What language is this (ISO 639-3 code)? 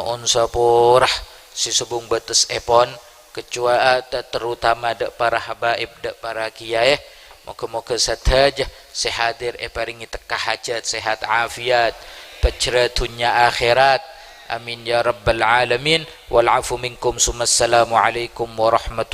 mad